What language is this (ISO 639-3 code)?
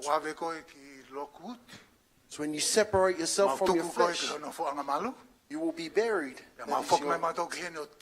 ton